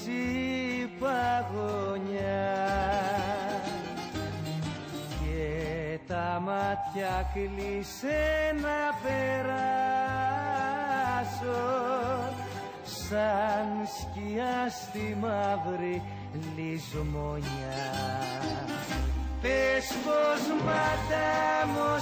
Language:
Greek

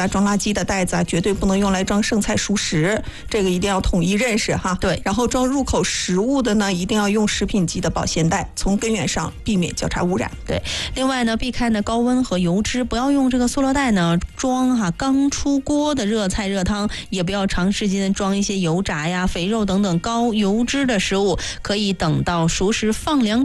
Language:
Chinese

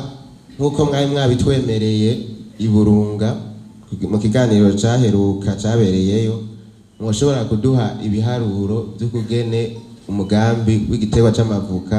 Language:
Rundi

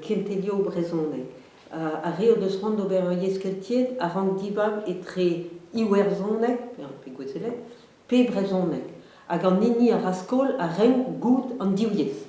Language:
Breton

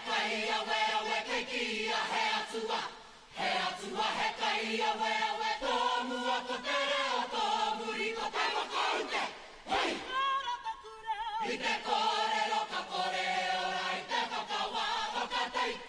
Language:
Māori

